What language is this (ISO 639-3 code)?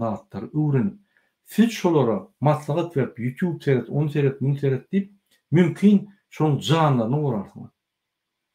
tuk